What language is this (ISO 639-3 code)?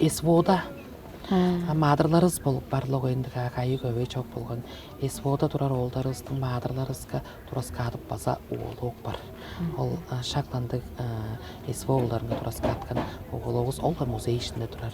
tyv